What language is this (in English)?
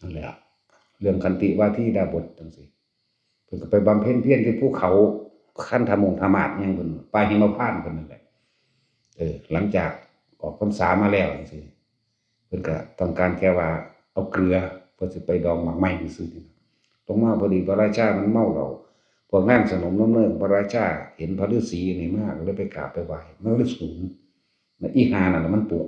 Northeastern Thai